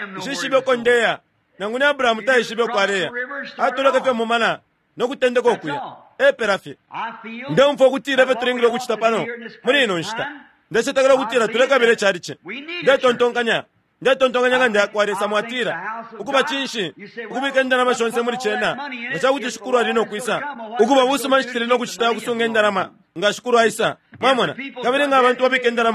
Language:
Bemba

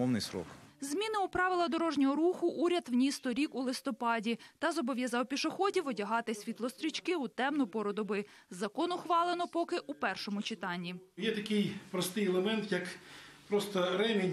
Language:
Ukrainian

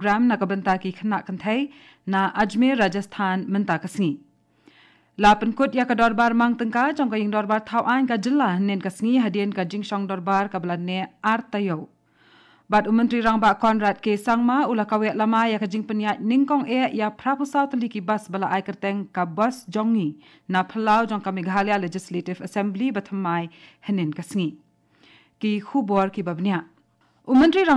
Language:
Khasi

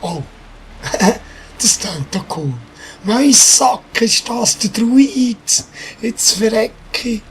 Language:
Swiss German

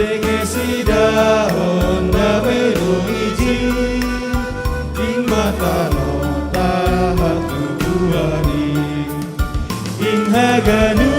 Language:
Batak Simalungun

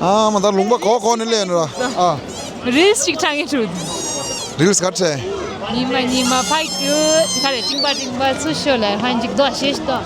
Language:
Tibetan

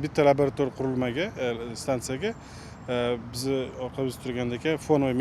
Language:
Uzbek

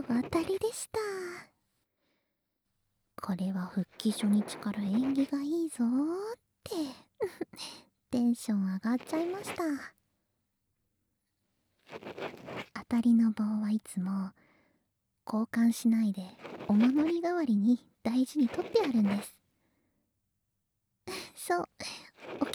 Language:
Japanese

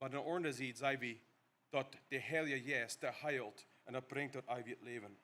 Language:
Plautdietsch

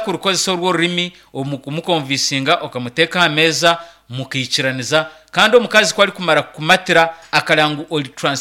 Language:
Nyankole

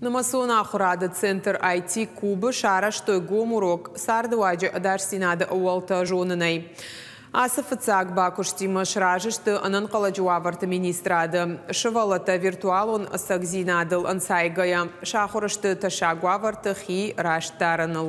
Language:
Ossetic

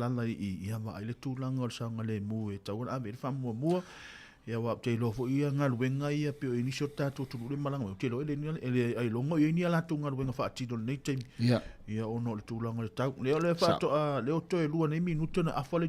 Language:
Samoan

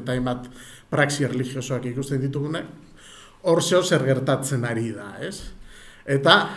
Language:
Basque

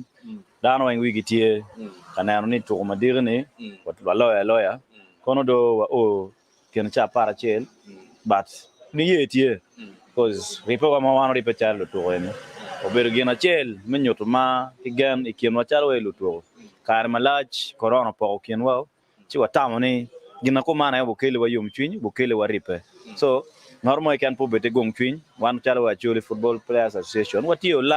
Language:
Acoli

